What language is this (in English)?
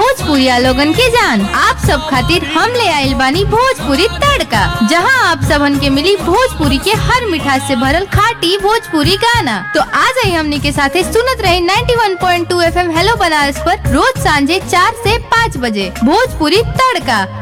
Bhojpuri